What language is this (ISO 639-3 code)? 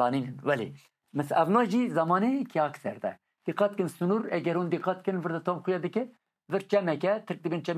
kur